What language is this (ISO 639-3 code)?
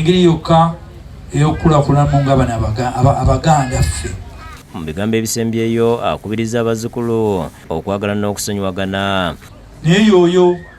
lug